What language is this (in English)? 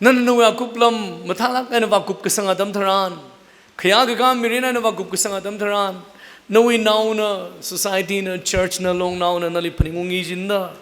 Tangkhul Naga (India)